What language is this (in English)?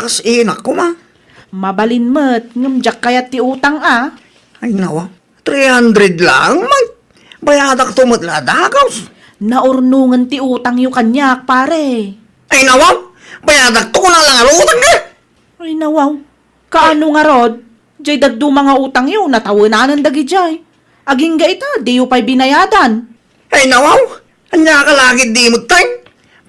Iloko